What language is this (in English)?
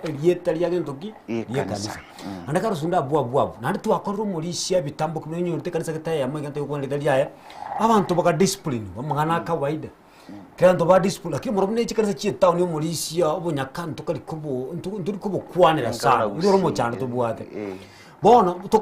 Gusii